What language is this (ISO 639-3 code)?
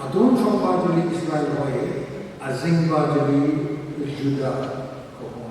nmf